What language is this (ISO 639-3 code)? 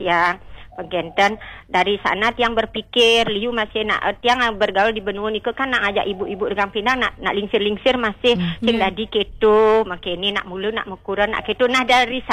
ban